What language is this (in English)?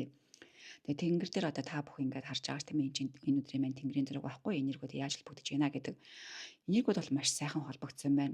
Mongolian